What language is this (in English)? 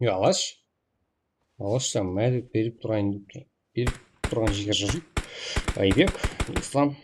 Kara-Kalpak